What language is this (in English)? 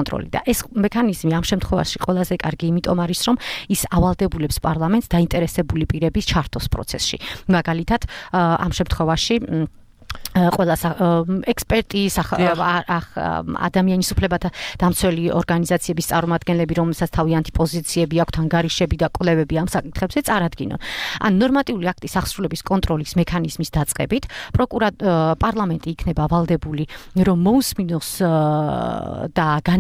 Georgian